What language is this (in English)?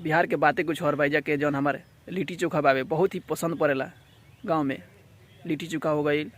Bhojpuri